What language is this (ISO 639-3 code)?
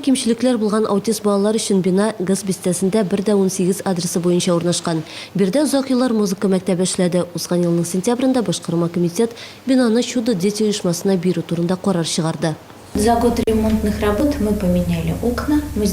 tat